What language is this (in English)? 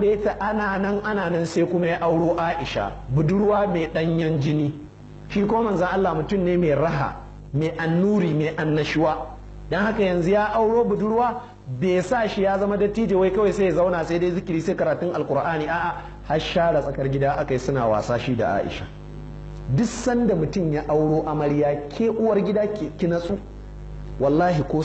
Hausa